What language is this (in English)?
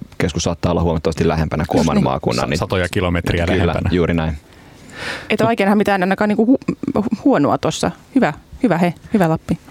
Finnish